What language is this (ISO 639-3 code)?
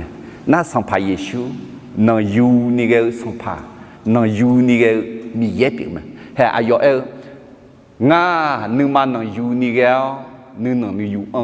ahk